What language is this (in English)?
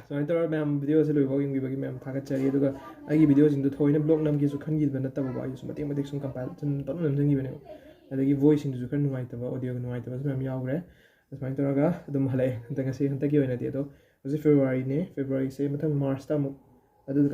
Manipuri